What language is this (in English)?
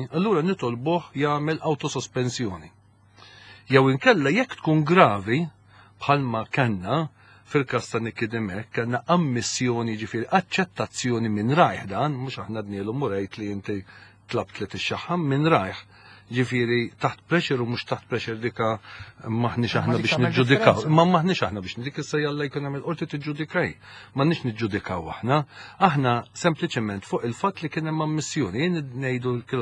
Maltese